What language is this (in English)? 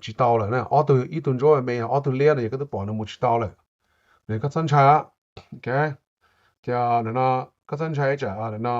Hmong